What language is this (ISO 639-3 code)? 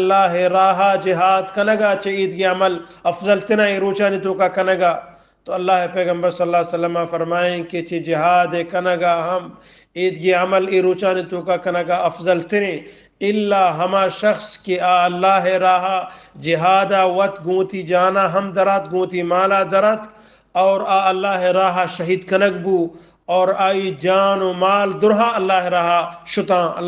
bgp